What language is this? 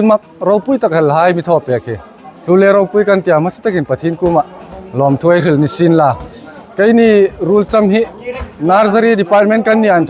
Hmar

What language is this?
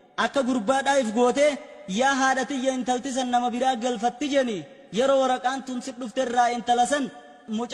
Oromo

